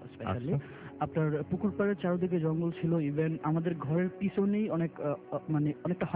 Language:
Bangla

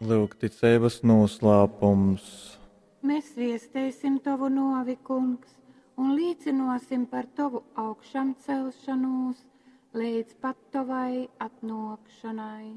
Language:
Latgalian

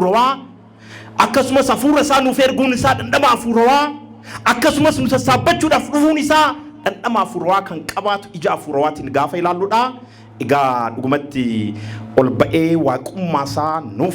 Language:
Oromo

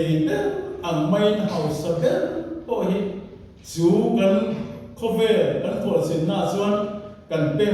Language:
Mizo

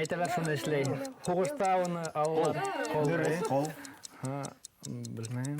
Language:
Bashkir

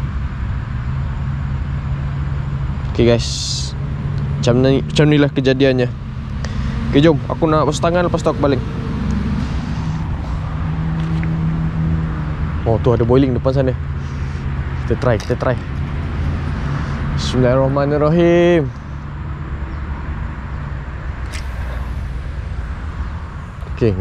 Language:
Malay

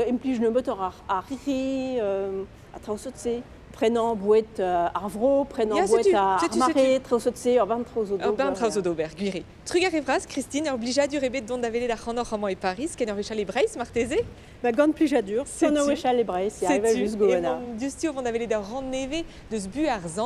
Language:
Breton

